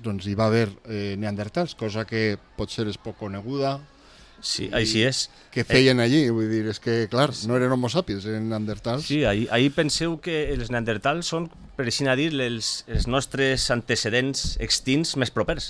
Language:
Catalan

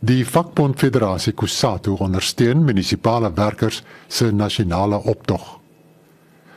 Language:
Afrikaans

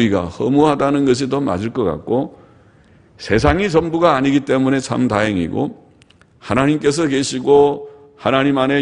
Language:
Korean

